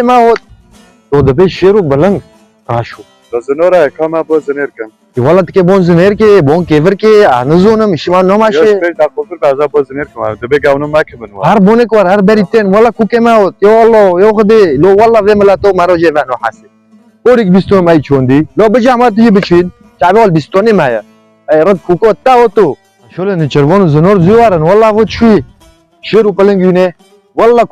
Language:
Kurdish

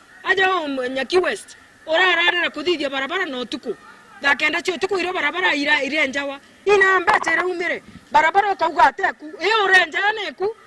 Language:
Meru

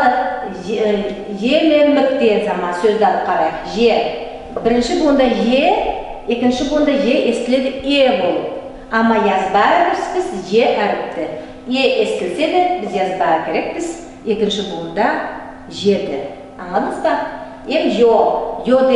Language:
Nogai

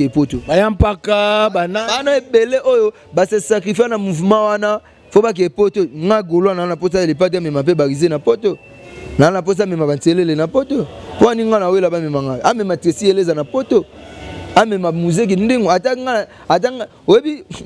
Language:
Lingala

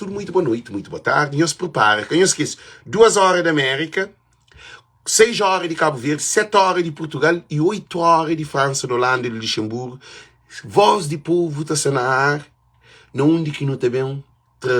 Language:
Kabuverdianu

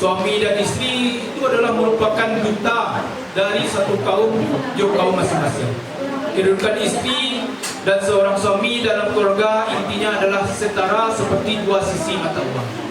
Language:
Minangkabau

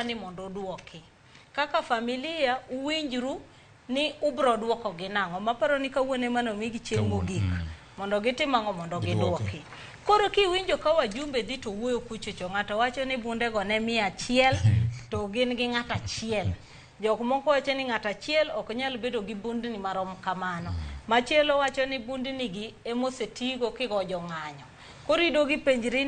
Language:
Luo (Kenya and Tanzania)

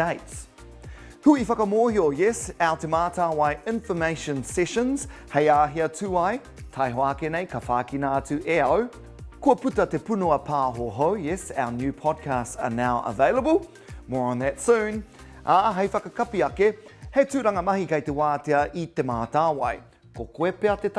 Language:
Māori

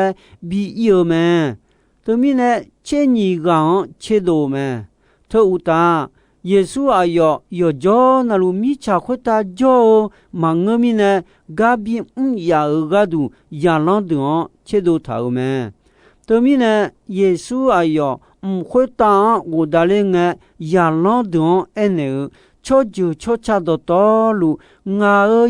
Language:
Akha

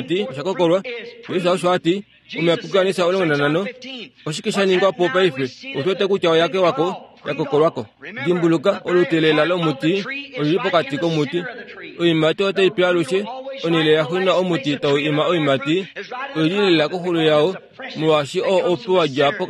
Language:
Kuanyama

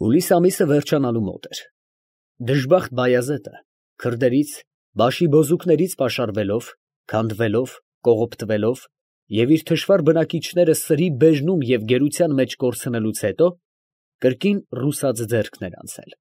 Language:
Armenian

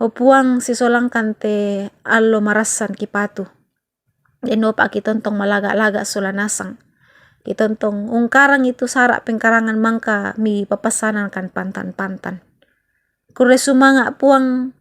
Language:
Toraja-Sa'dan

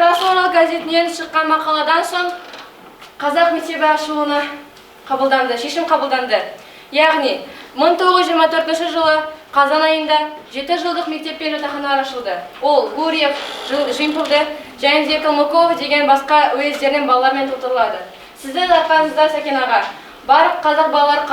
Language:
Kazakh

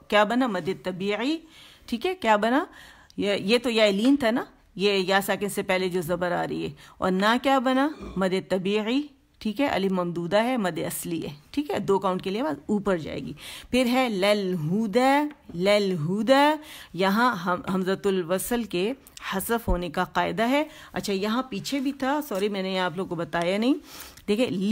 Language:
Urdu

